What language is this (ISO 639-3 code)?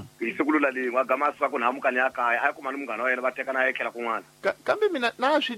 tso